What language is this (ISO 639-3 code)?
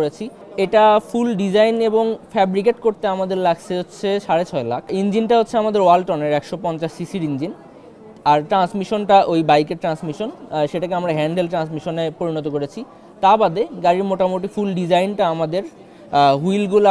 ben